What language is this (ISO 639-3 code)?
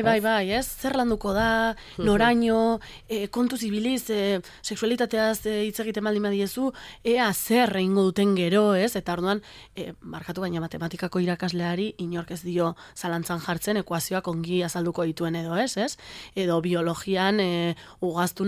eus